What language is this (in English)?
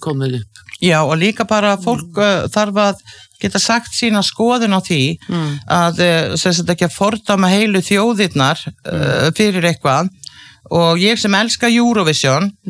Icelandic